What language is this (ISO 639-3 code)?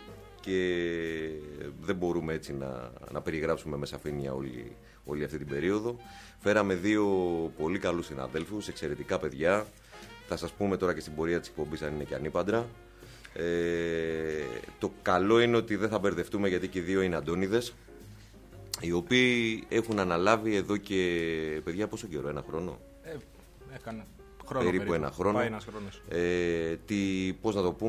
ell